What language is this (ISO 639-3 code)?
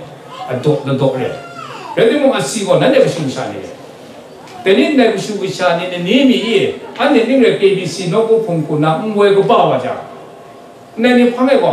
kac